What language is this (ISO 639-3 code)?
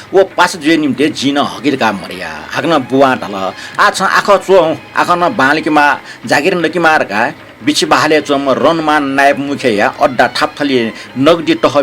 new